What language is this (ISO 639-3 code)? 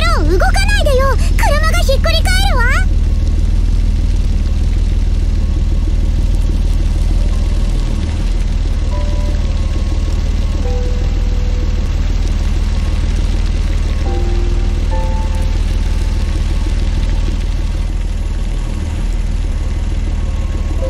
jpn